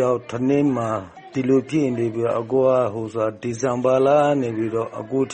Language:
Burmese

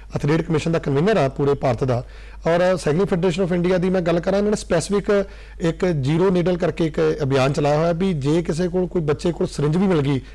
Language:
Punjabi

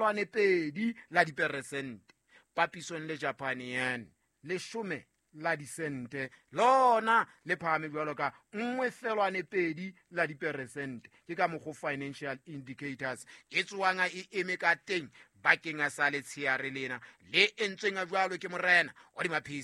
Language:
Southern Sotho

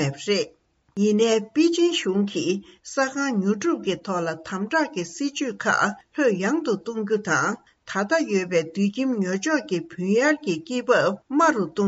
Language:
Tibetan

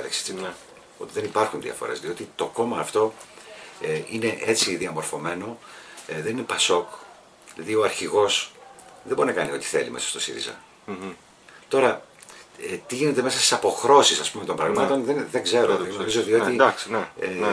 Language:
Greek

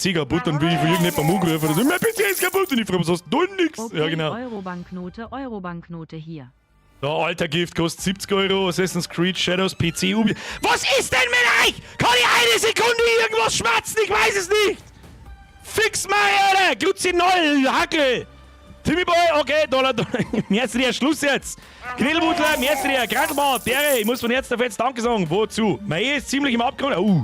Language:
Bavarian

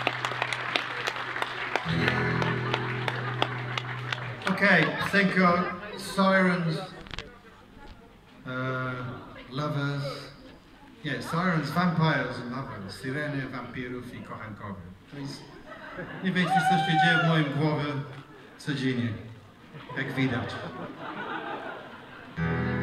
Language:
Polish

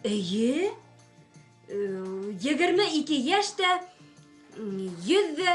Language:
Bashkir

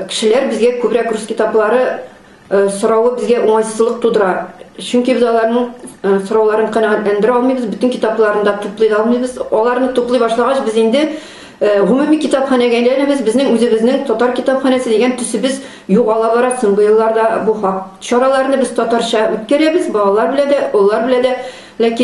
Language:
Tatar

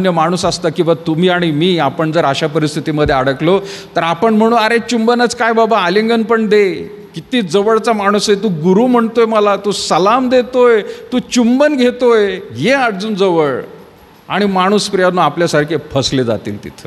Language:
Marathi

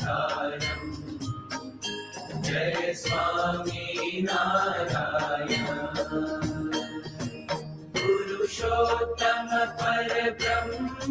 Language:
Gujarati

